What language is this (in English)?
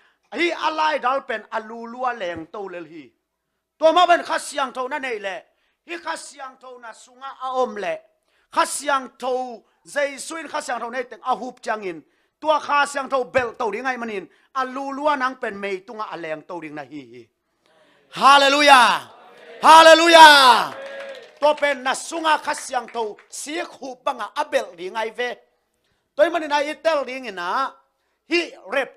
Tedim Chin